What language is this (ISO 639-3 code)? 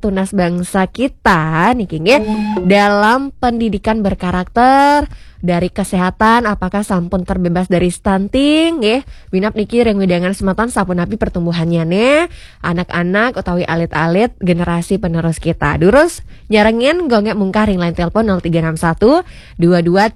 ban